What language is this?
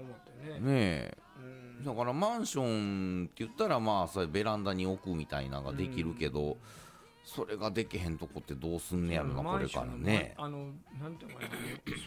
Japanese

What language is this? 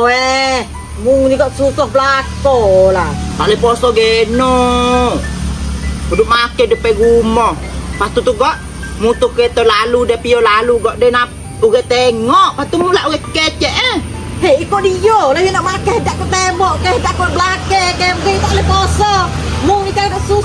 Malay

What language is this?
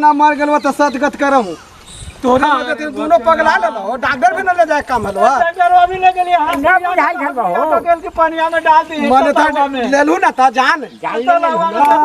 Magahi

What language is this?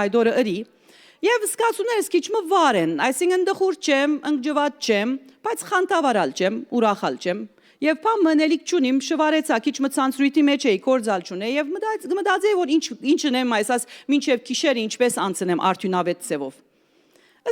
Western Armenian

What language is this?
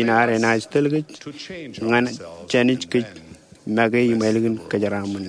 Marshallese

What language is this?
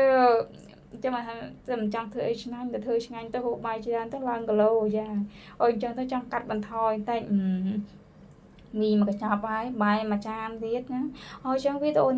Khmer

